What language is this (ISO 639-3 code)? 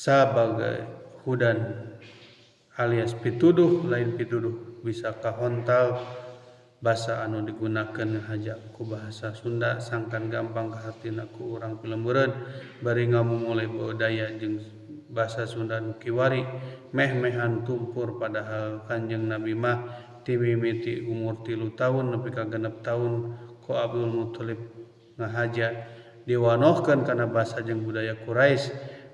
sun